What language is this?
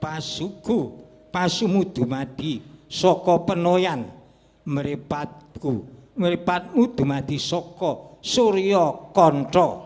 Javanese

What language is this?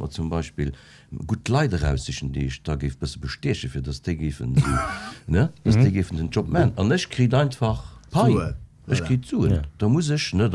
Luxembourgish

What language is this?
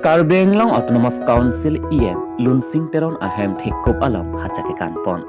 Karbi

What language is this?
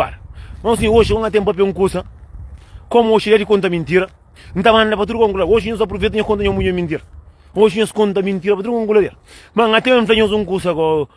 Kabuverdianu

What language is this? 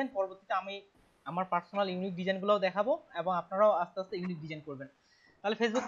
Bangla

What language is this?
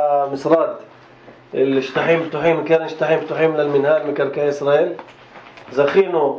North Levantine Arabic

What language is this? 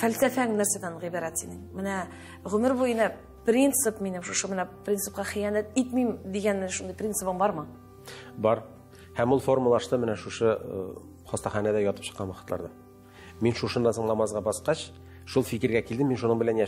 Tatar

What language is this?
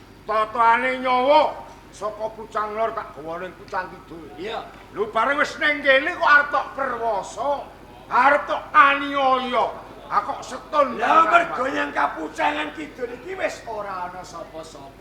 Javanese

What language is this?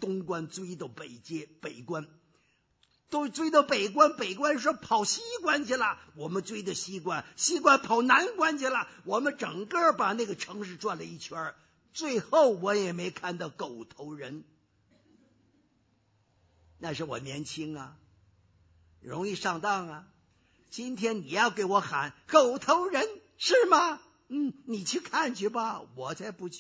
Chinese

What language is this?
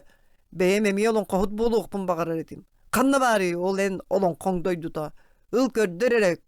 Yakut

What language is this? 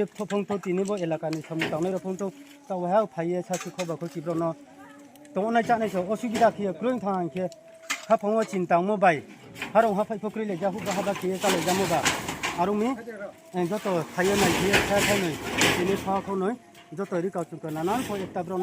Riang (India)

